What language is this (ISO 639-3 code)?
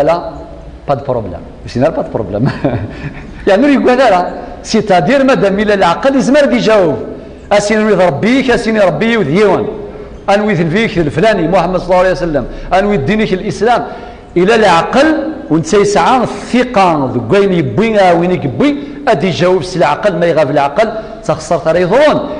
kab